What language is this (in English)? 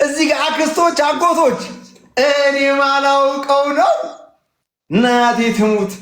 Amharic